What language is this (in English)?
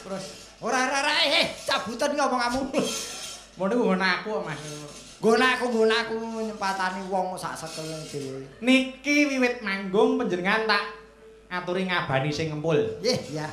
Javanese